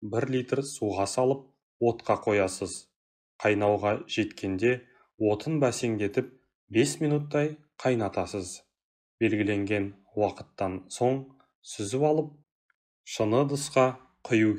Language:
Kazakh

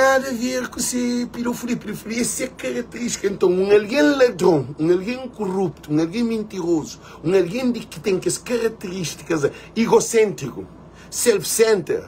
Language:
Kabuverdianu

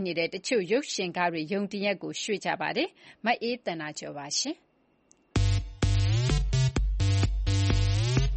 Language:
Burmese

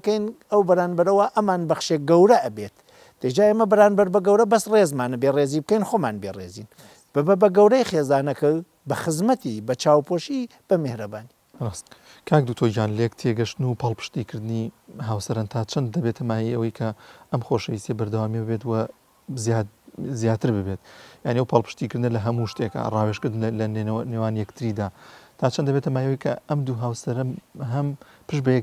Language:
Central Kurdish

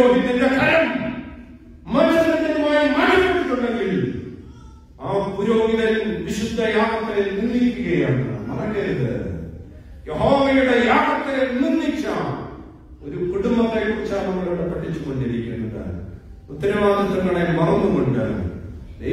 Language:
Malayalam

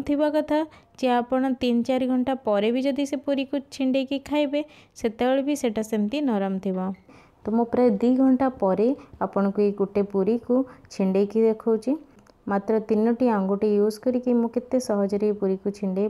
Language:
Odia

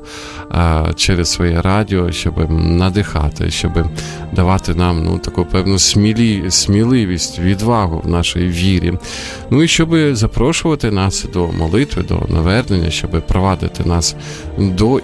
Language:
Ukrainian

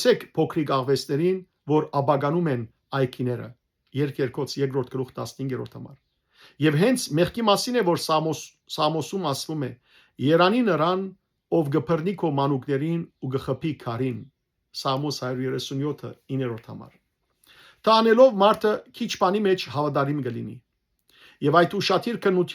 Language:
Western Armenian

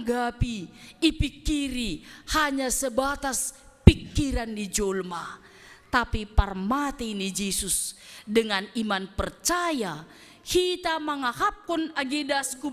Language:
Batak Simalungun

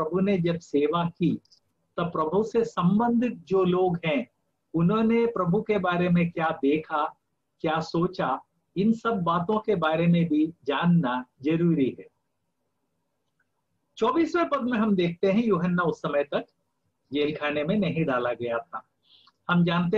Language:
Hindi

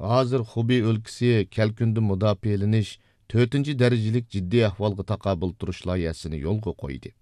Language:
Uyghur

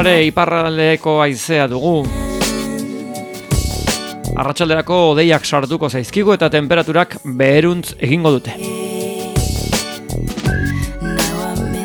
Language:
Basque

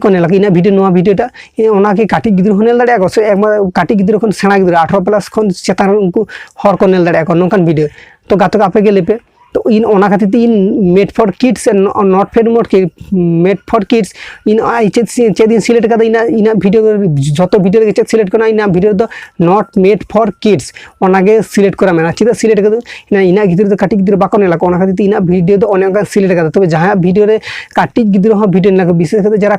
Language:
Santali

